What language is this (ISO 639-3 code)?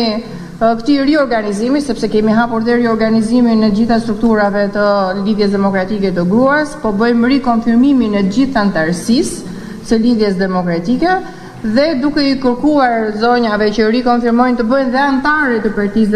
sqi